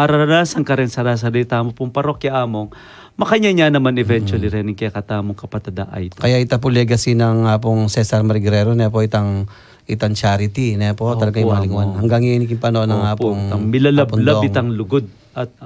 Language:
Pampanga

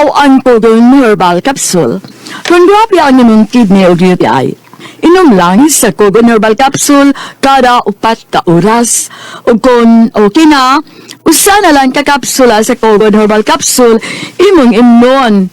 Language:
Cebuano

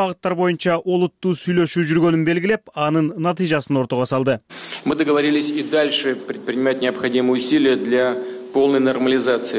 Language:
Kyrgyz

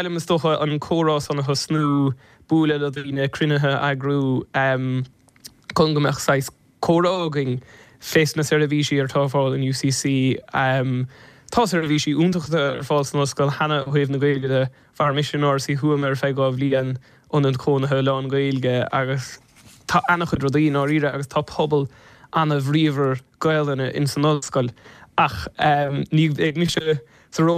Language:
Irish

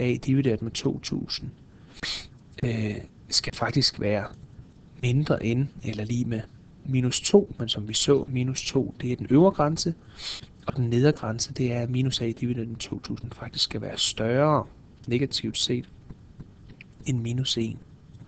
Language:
Danish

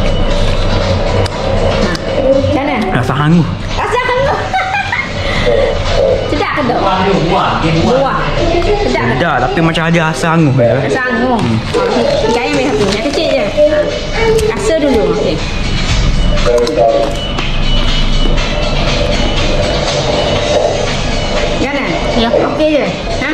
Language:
Malay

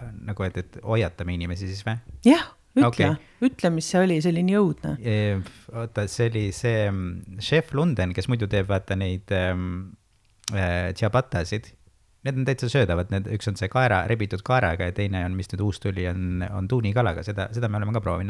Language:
Estonian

